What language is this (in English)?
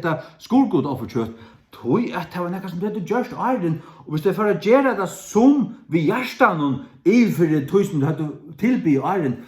Faroese